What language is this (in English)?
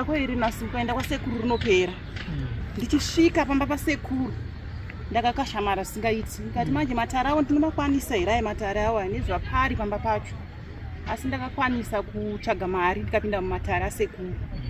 Shona